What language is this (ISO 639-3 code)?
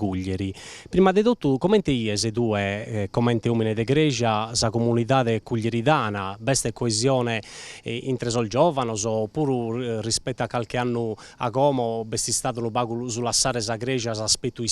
srd